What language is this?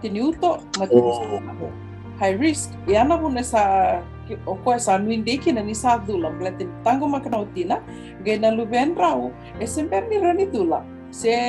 Fijian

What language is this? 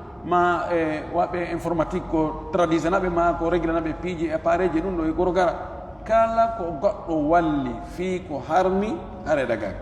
Fula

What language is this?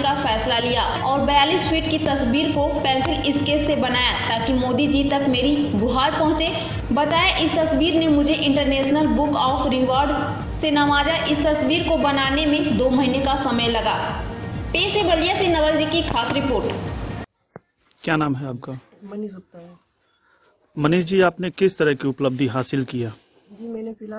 Hindi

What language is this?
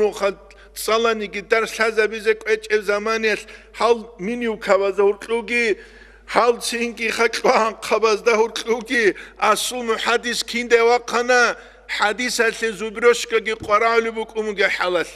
Avaric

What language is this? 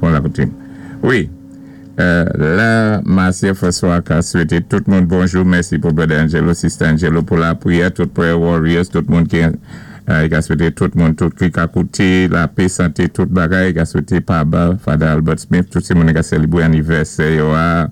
Saint Lucian Creole French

